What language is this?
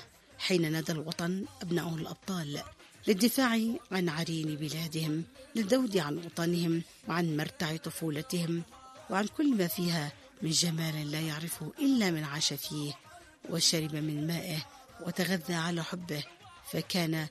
Arabic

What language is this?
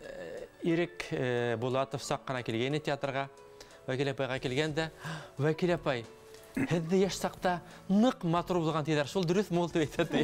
Bashkir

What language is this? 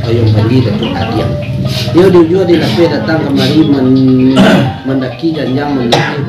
Minangkabau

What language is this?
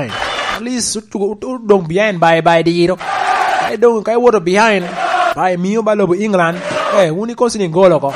Lango (Uganda)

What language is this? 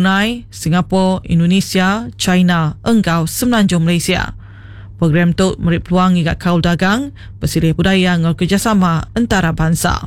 Iban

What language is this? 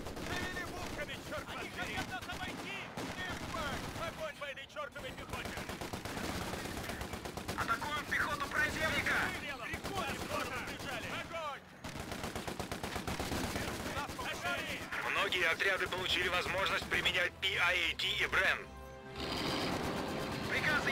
Russian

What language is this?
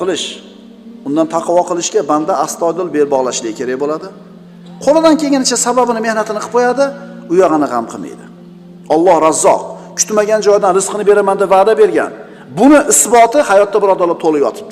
Uzbek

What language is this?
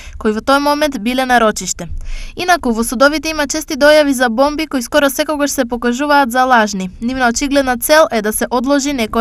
Macedonian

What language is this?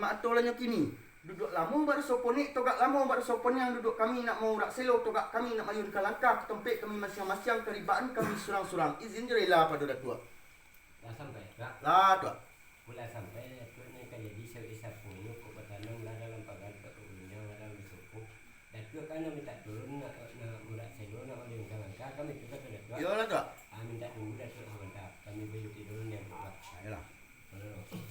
Minangkabau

